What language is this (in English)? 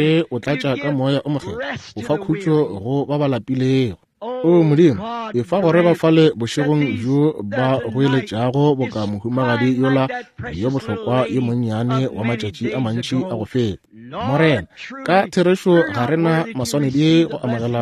Northern Sotho